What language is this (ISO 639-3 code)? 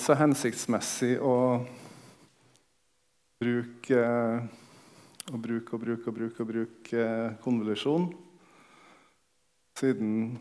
nor